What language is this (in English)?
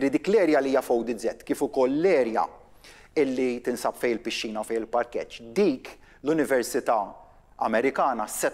Maltese